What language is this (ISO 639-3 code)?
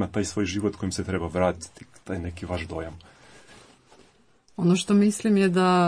hrv